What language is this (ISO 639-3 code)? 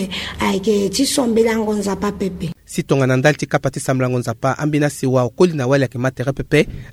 sag